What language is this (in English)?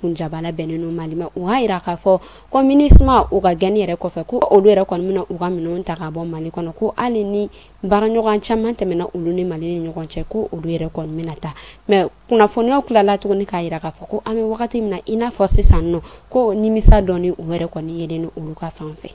Bambara